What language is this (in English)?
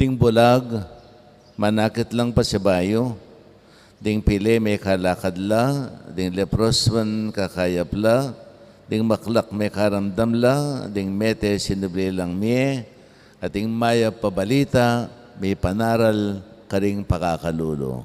Pampanga